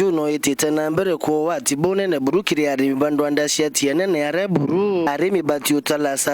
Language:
Meru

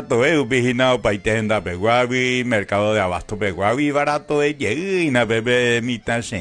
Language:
Guarani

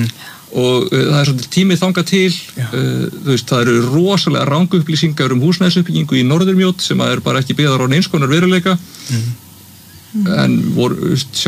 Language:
Icelandic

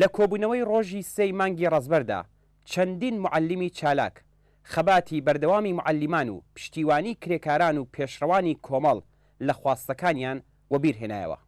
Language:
Central Kurdish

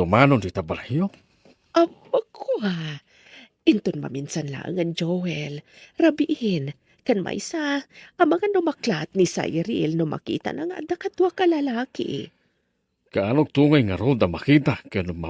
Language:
Iloko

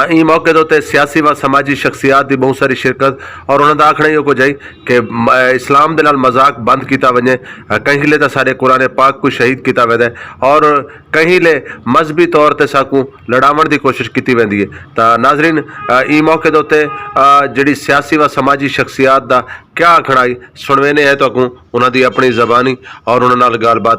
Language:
Saraiki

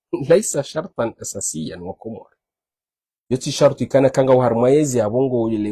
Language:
Ngazidja Comorian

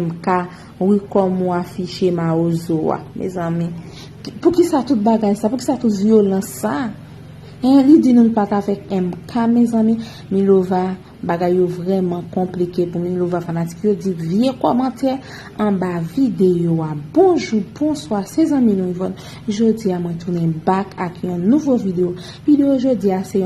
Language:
Haitian Creole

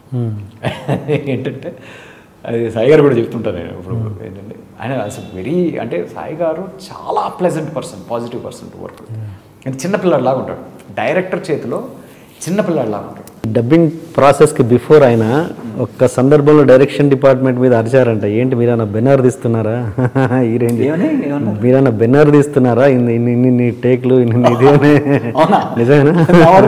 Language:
Telugu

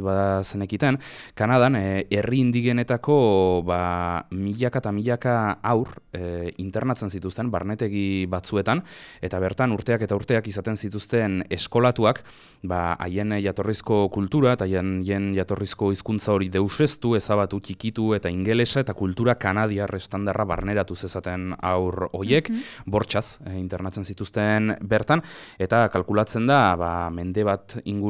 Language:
Basque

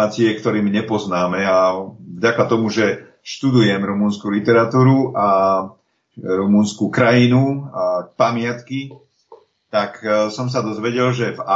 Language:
Slovak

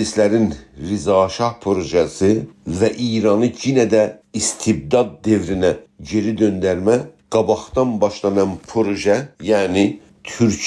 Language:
South Azerbaijani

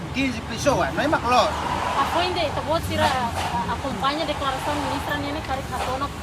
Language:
Tetum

